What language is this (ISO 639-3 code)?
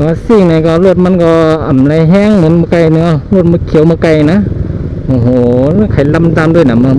shn